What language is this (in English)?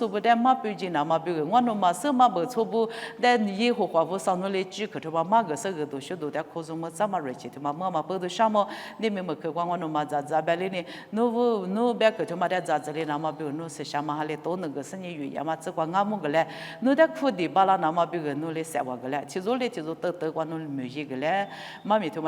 Lisu